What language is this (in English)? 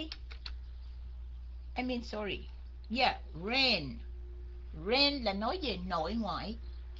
Vietnamese